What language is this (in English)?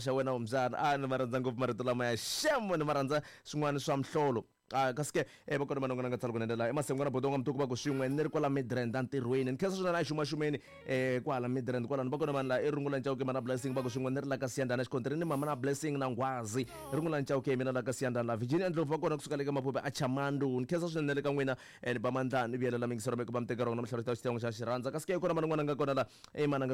Tsonga